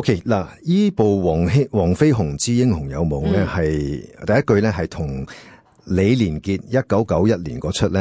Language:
Cantonese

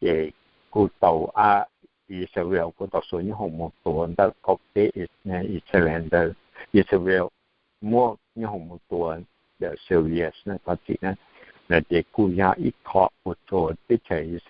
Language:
Hmong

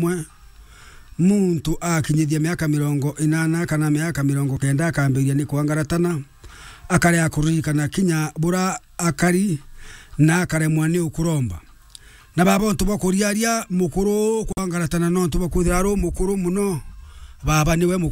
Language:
Meru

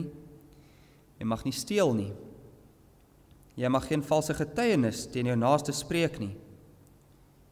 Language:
Afrikaans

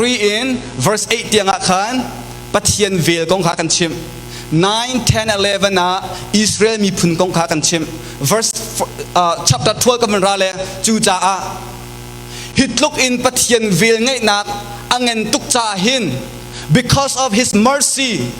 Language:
Hakha Chin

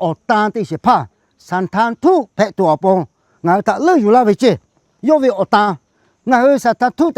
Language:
Lahu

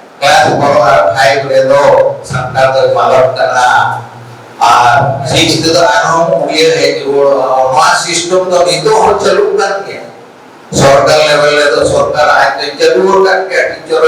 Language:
Santali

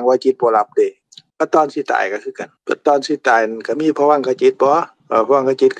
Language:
Lao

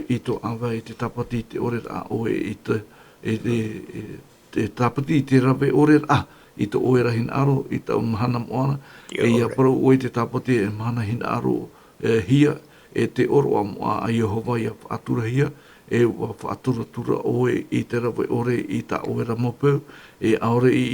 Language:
Tahitian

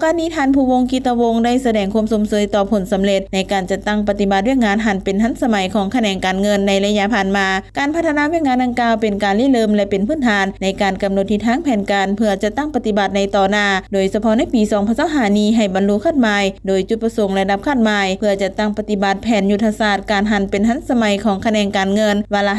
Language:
Lao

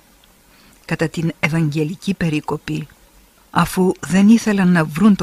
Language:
Greek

